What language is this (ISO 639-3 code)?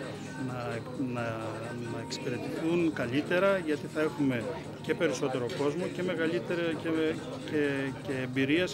ell